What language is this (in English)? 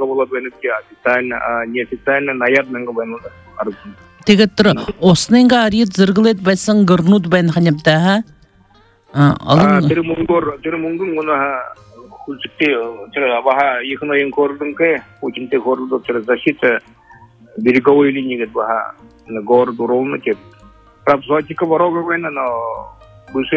Buriat